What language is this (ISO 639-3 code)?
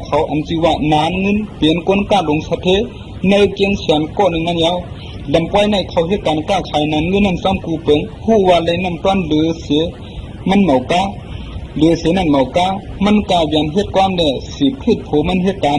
shn